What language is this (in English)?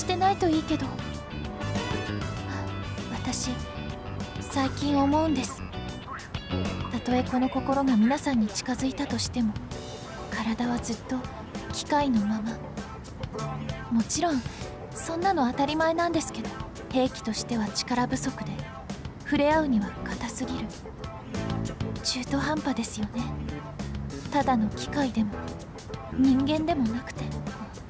Japanese